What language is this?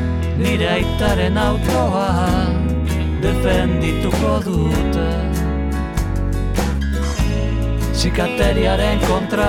Basque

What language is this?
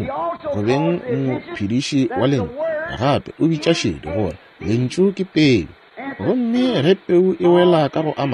Northern Sotho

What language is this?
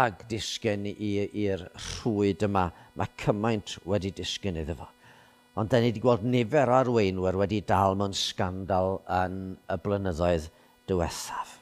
Welsh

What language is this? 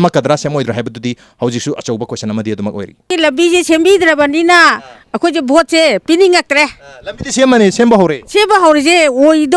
Manipuri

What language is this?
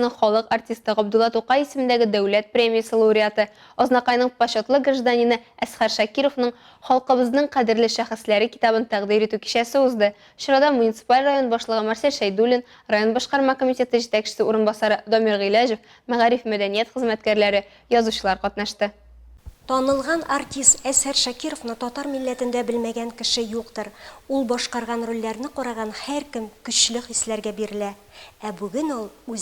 Tatar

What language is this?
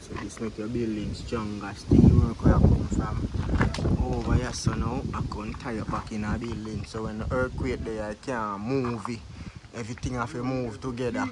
Jamaican Creole English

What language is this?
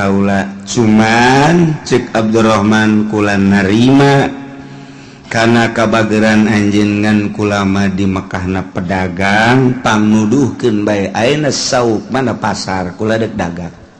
Sundanese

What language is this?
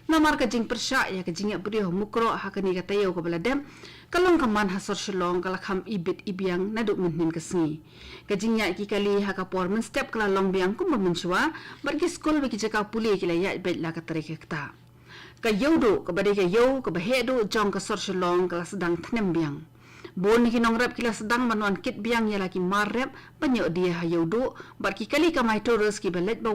Khasi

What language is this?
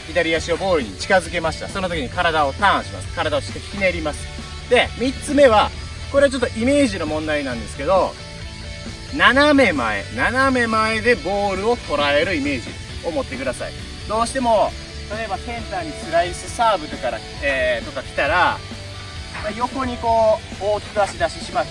Japanese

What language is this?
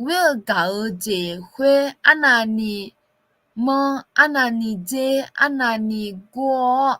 Akha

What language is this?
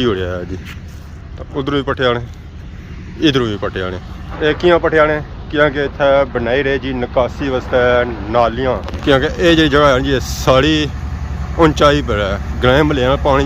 Pahari-Potwari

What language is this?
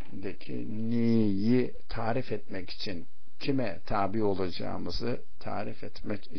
Turkish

